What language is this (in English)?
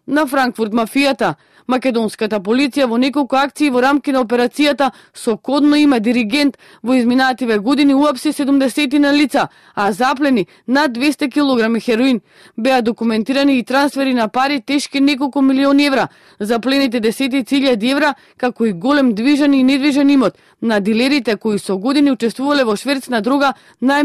Macedonian